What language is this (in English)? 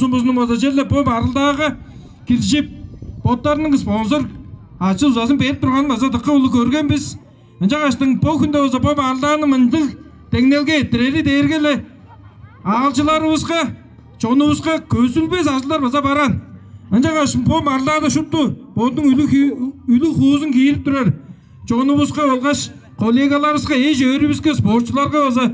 Tuvinian